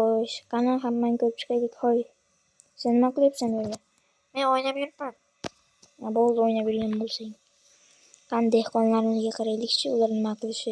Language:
Uzbek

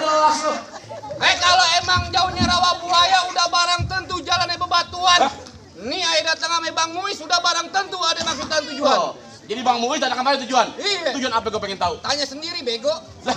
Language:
Betawi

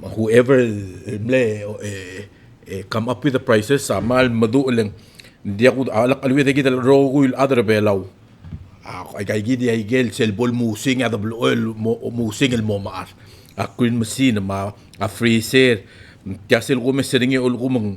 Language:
Palauan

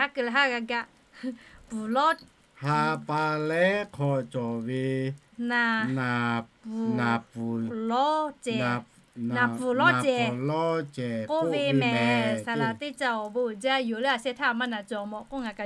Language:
Lahu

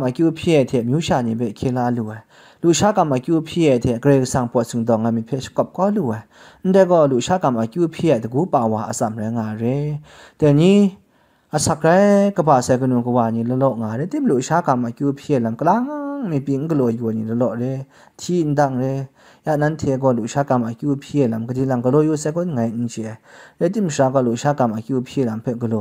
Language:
Kachin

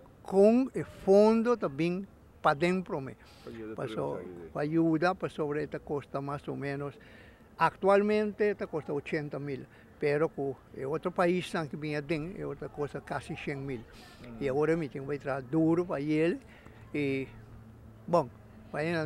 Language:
Papiamento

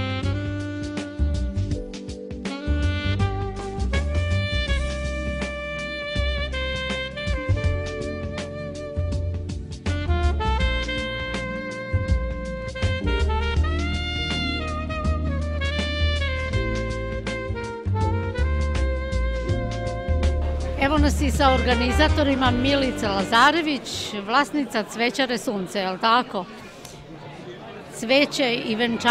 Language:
Serbian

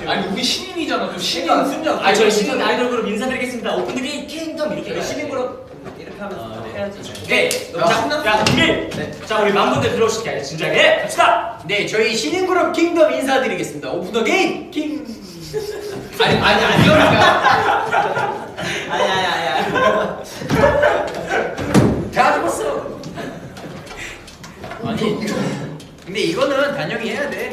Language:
Korean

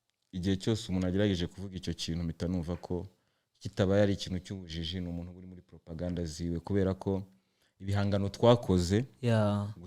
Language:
Kinyarwanda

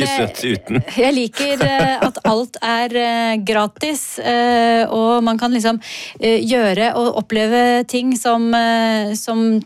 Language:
Norwegian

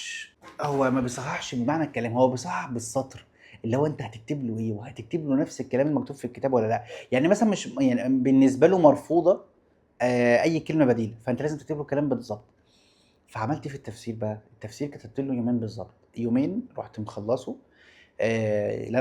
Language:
Egyptian Arabic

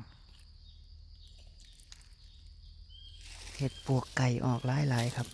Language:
Northeastern Thai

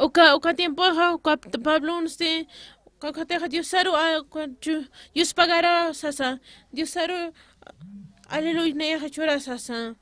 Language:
Aymara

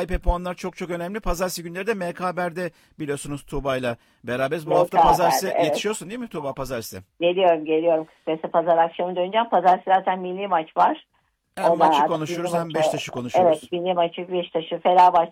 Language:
Turkish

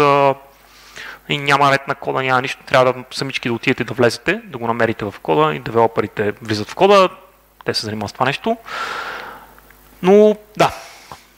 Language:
Bulgarian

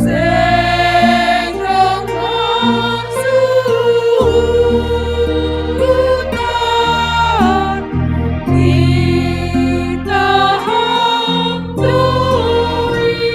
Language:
Batak Simalungun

